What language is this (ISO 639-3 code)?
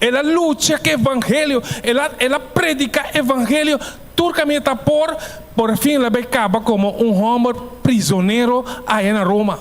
pap